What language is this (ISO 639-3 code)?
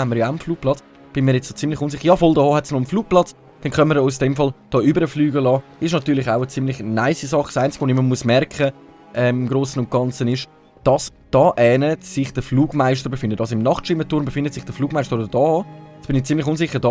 gsw